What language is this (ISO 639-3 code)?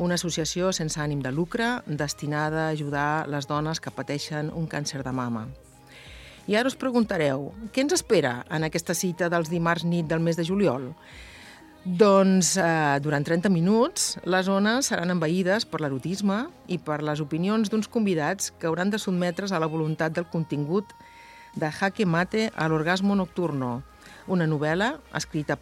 cat